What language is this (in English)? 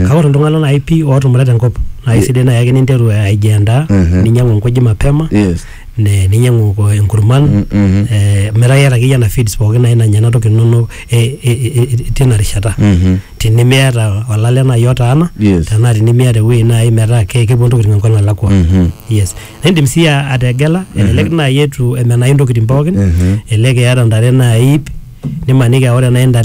Masai